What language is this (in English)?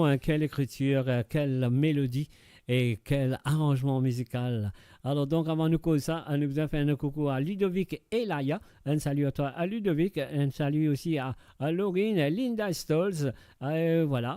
Morisyen